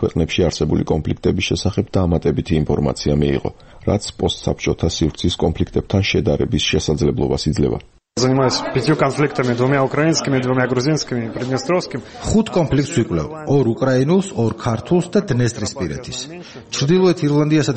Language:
Georgian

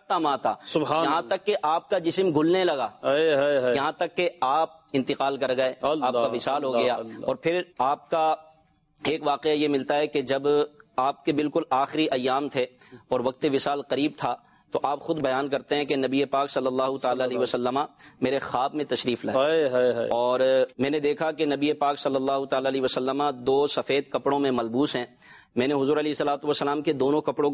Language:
Urdu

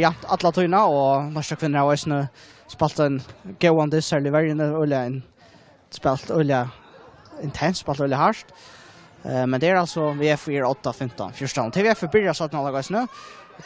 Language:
Faroese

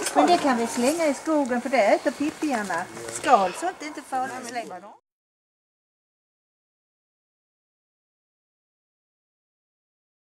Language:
Swedish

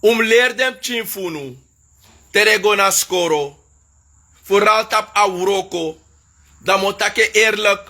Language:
Sranan Tongo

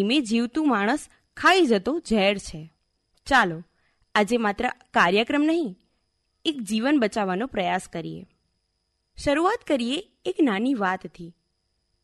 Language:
Gujarati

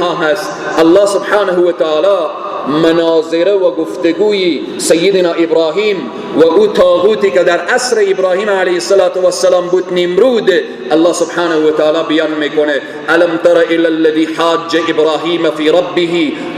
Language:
Persian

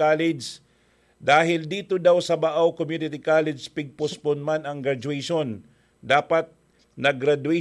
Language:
Bikol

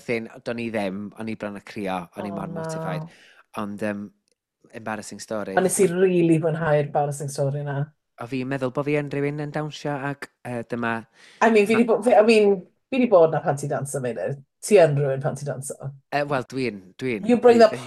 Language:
Welsh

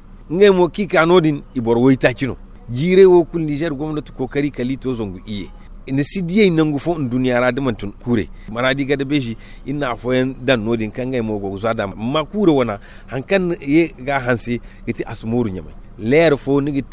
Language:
Zarma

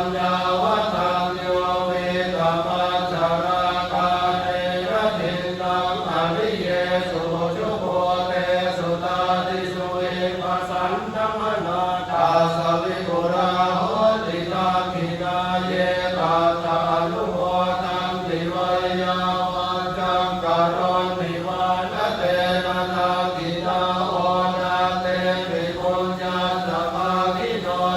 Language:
Pali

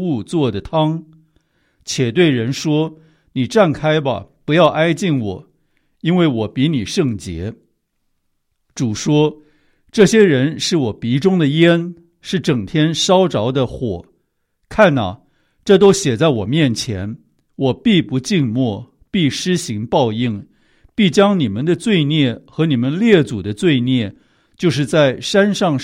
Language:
Chinese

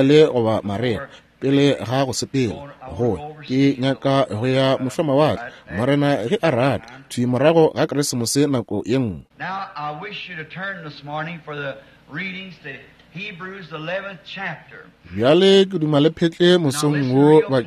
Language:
Northern Sotho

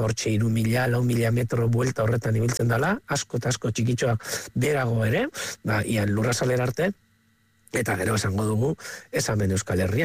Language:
Basque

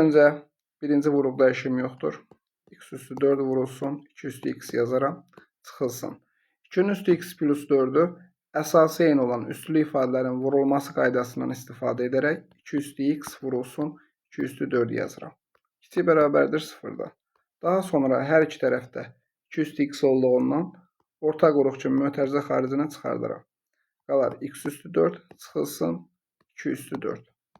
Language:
Azerbaijani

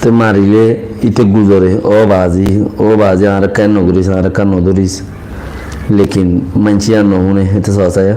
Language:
Rohingya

